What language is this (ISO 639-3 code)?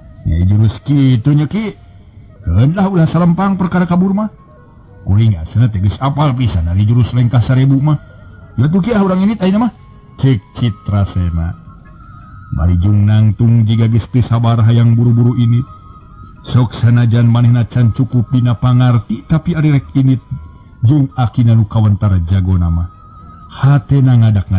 sun